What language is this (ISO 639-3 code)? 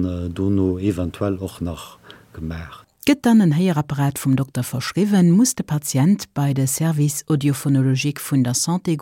ltz